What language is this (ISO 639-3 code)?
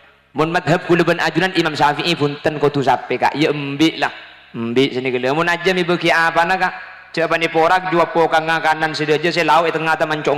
mad